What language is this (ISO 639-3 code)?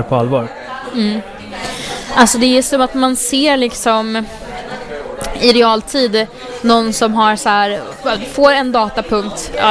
swe